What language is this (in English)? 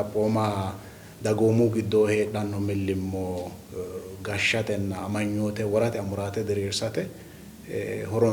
Sidamo